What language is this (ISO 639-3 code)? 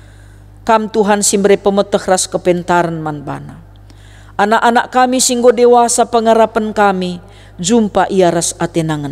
btx